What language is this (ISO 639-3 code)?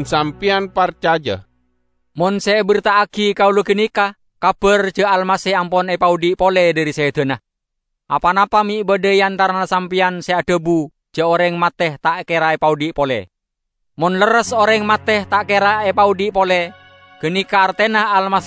mad